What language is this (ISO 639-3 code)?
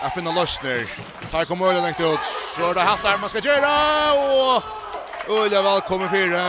fao